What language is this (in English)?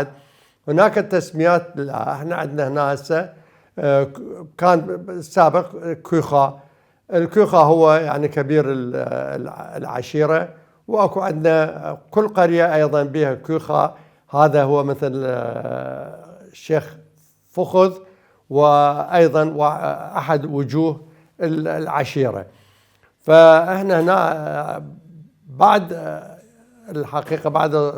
Mesopotamian Arabic